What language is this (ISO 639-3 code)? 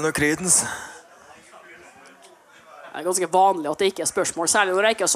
nor